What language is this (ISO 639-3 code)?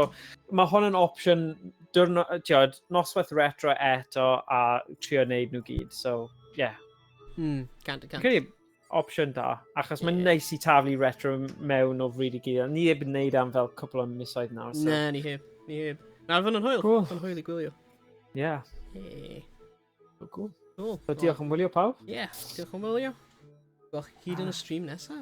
cym